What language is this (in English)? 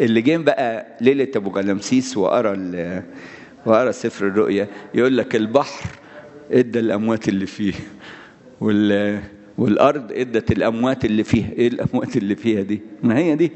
Egyptian Arabic